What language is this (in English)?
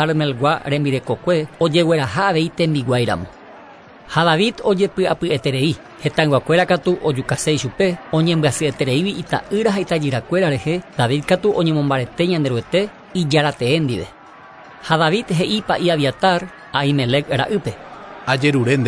Guarani